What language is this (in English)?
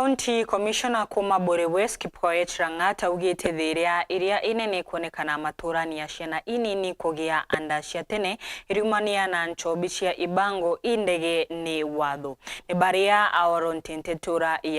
Meru